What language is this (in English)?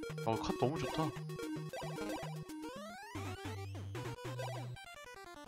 Korean